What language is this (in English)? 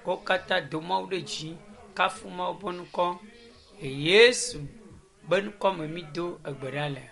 Ewe